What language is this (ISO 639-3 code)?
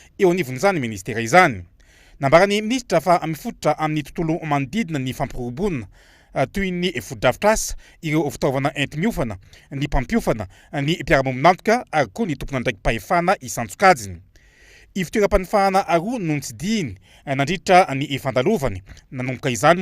mlg